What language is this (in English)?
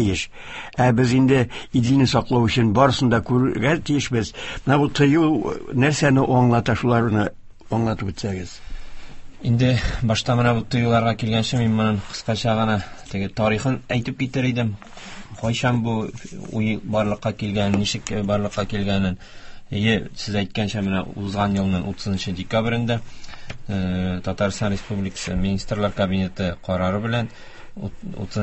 Tatar